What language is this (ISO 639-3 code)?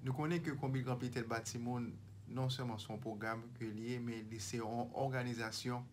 hat